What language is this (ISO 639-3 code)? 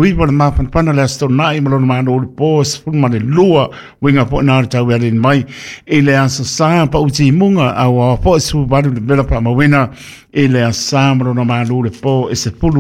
smo